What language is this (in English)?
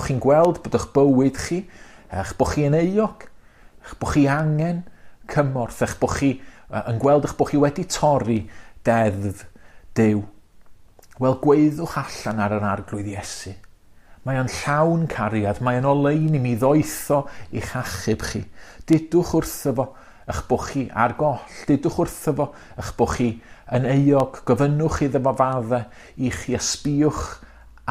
Welsh